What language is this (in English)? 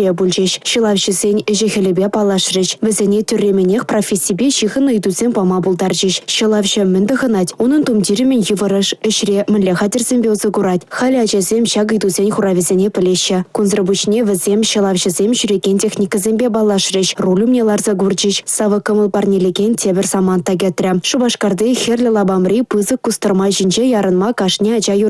Chuvash